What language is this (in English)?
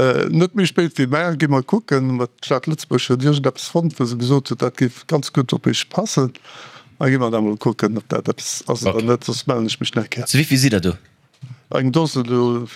Luxembourgish